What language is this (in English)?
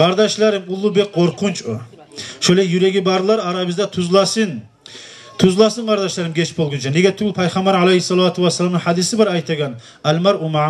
Kumyk